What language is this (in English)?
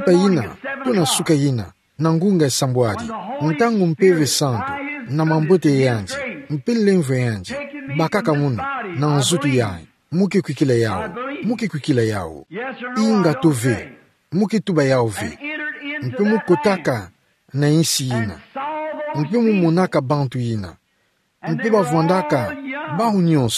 Kituba (Democratic Republic of Congo)